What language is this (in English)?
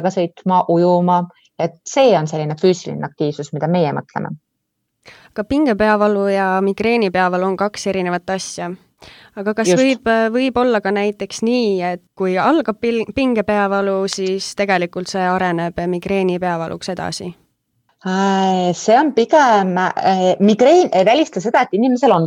Estonian